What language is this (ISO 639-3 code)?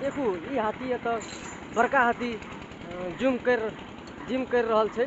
mai